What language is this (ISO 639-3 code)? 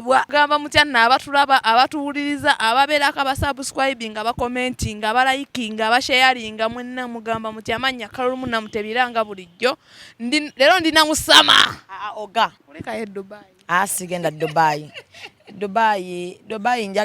lug